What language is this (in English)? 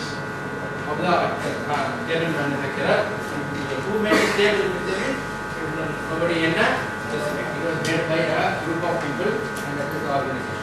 English